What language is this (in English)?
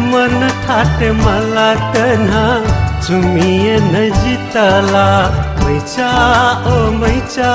Newari